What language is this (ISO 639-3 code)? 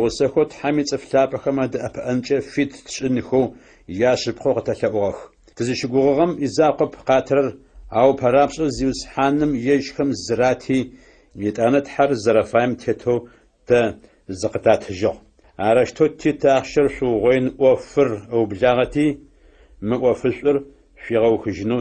ady